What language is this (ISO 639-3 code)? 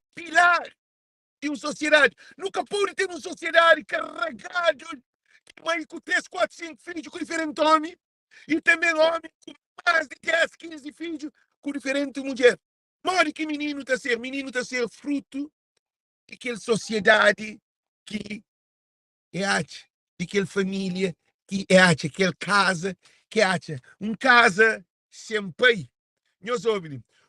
kea